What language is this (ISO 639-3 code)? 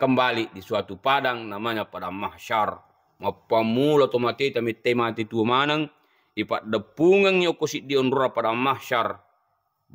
bug